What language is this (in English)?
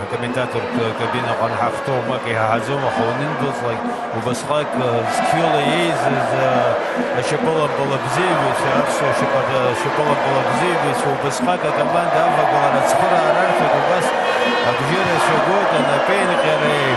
Abkhazian